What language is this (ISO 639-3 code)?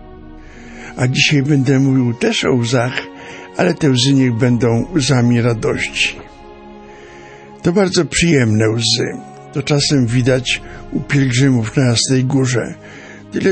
pol